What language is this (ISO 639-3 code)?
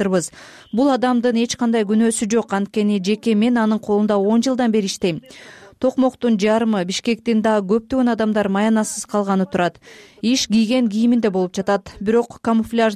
kir